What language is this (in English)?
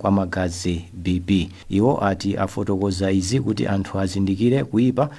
Nyanja